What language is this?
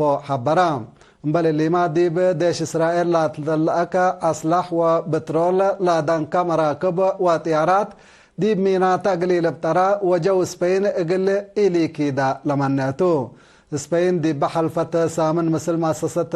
Tigre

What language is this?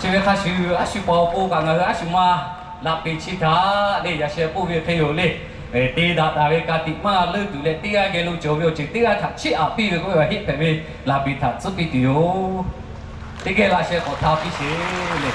Lahu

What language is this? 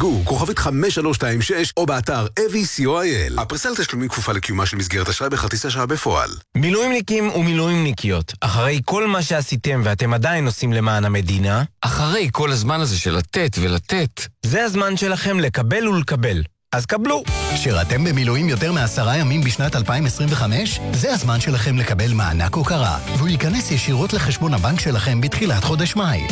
Hebrew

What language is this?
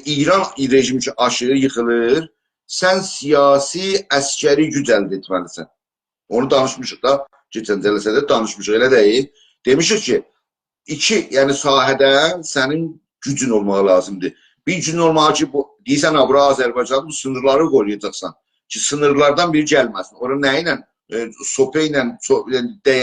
South Azerbaijani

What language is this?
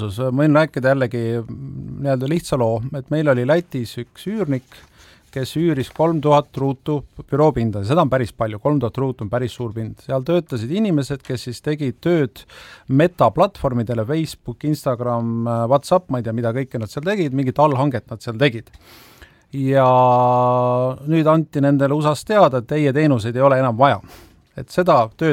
Estonian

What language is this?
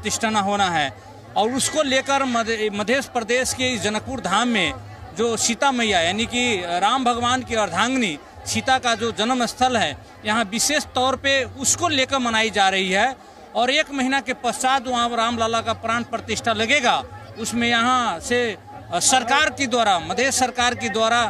Hindi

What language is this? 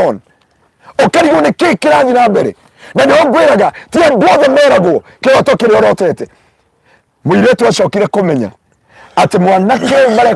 Kikuyu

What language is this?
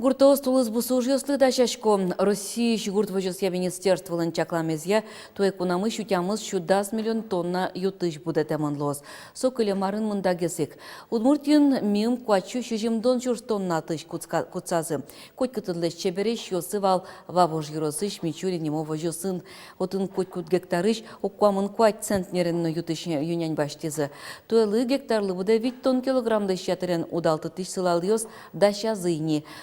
Udmurt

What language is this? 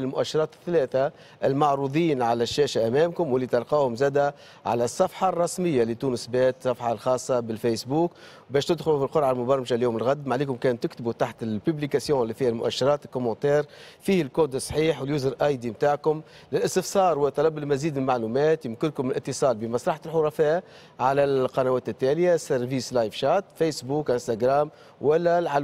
Tunisian Arabic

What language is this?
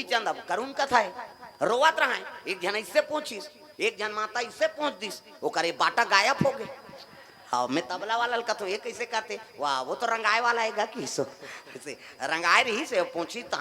Chhattisgarhi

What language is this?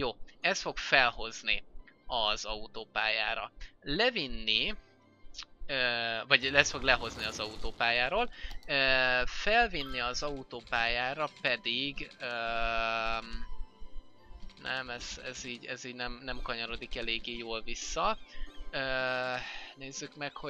Hungarian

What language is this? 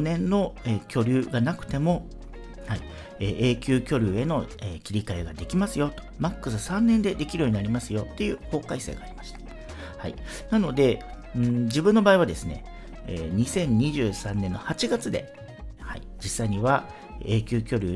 Japanese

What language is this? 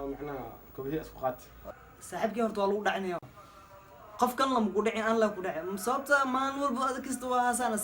Somali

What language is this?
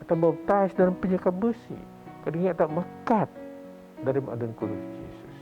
Biatah Bidayuh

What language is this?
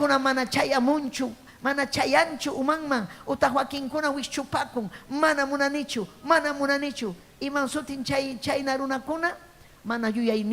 Ayacucho Quechua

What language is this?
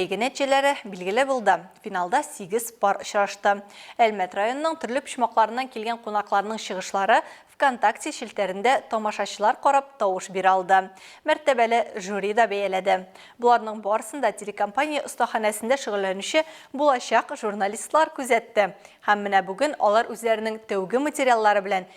Tatar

